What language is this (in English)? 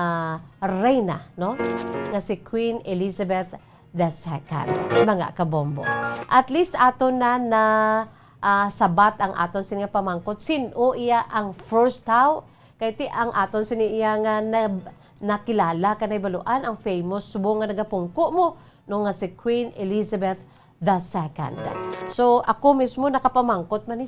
Hiligaynon